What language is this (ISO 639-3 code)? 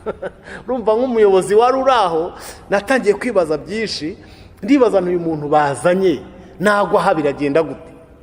kin